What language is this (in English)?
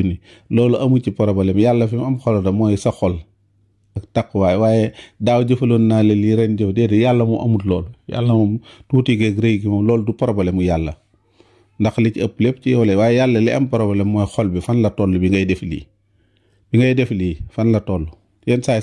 Wolof